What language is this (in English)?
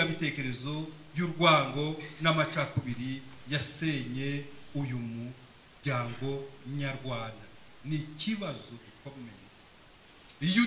Kinyarwanda